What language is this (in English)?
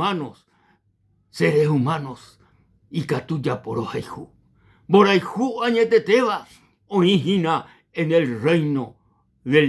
Guarani